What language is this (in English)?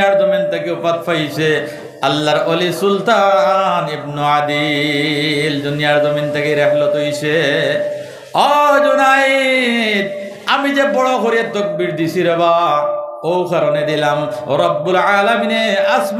Sylheti